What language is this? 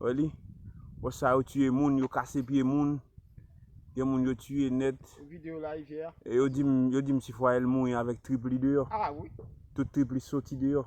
Haitian Creole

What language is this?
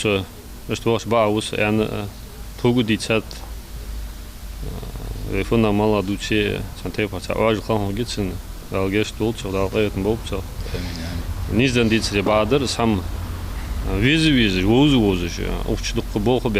Ingush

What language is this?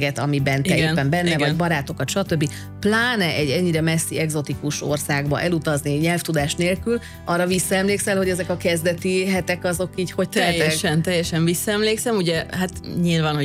Hungarian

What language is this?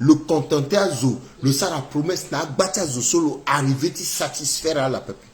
Sango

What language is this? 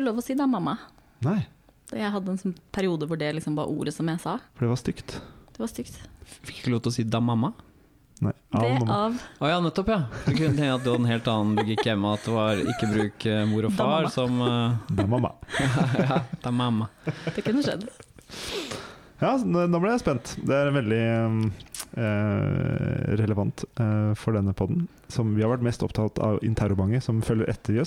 Norwegian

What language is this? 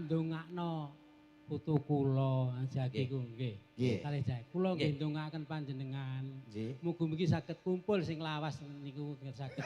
Javanese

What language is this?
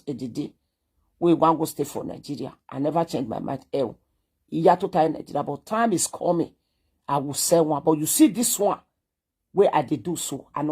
Nigerian Pidgin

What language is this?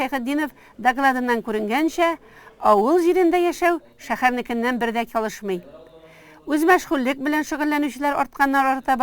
Tatar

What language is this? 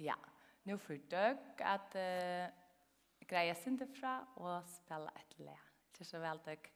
Faroese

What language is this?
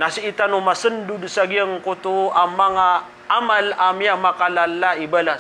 Maranao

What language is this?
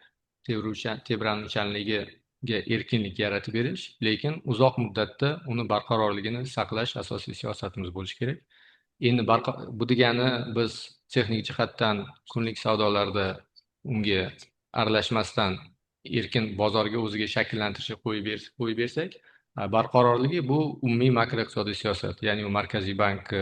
Uzbek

